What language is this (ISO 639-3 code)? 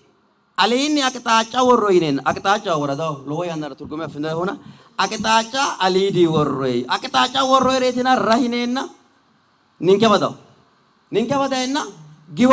sid